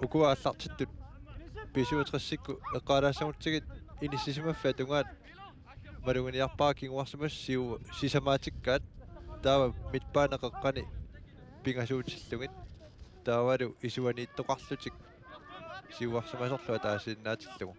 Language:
Kalaallisut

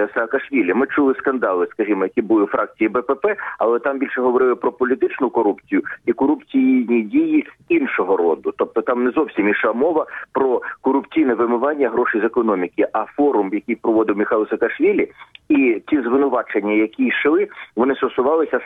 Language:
Ukrainian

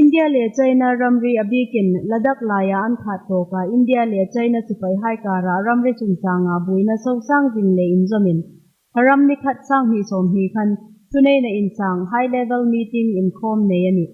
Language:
Hmar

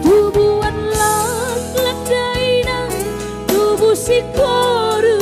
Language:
Batak Toba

